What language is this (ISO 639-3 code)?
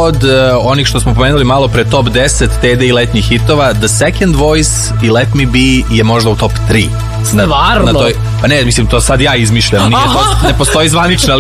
srp